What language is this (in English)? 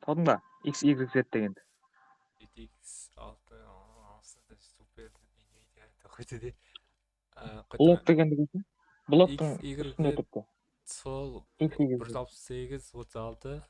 Kara-Kalpak